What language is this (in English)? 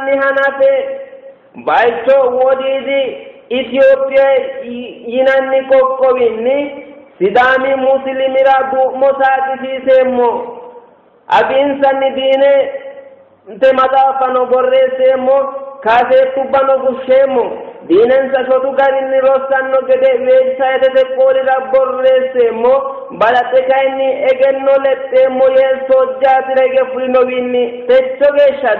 Sidamo